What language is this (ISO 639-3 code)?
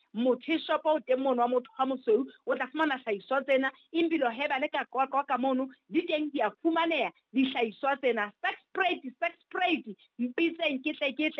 sot